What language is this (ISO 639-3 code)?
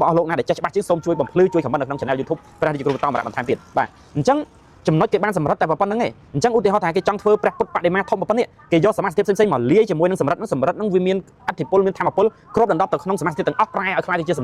khm